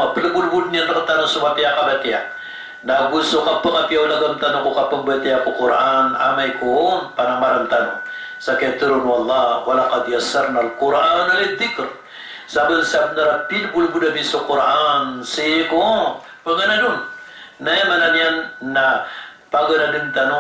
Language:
Maranao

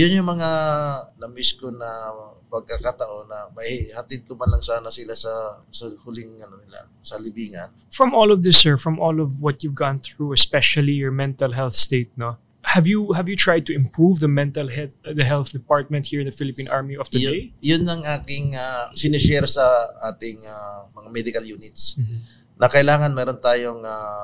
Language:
Filipino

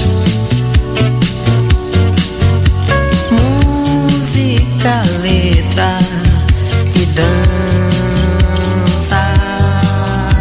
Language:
Portuguese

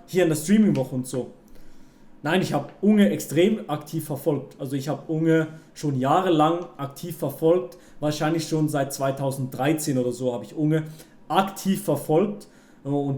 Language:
Swiss German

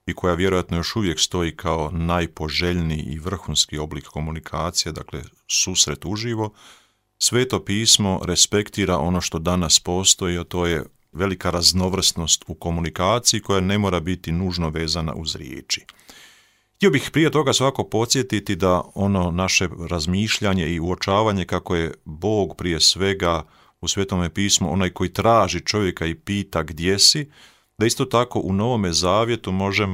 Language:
Croatian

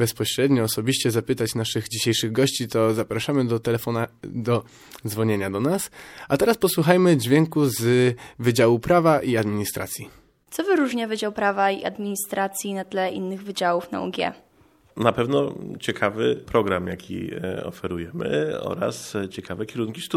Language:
Polish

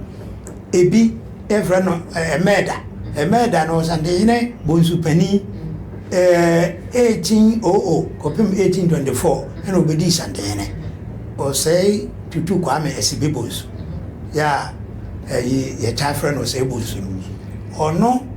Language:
Akan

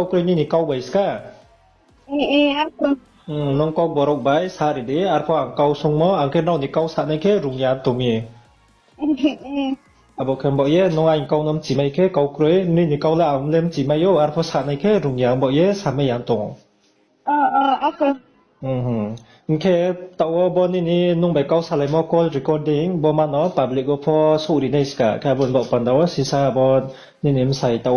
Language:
Riang (India)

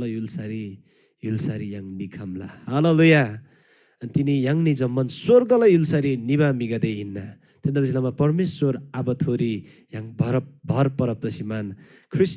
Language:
Eastern Tamang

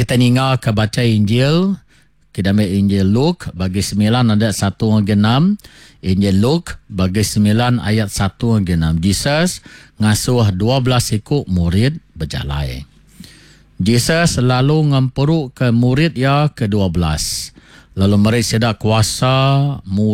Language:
Iban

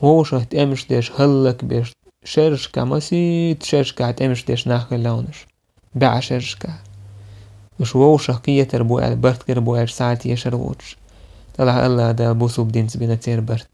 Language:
Chechen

